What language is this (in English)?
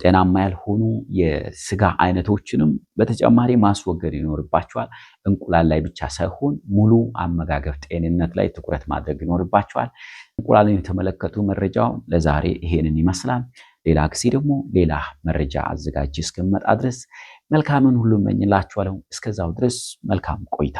Amharic